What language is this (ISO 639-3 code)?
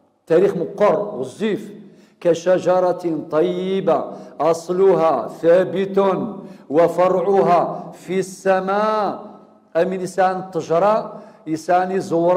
kab